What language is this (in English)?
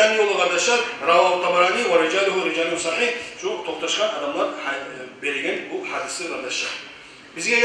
Kumyk